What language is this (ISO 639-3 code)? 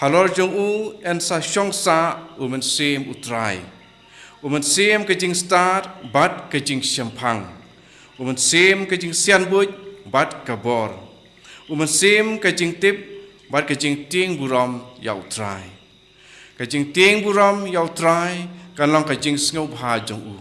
kha